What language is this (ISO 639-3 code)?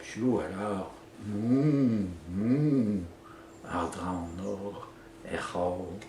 bre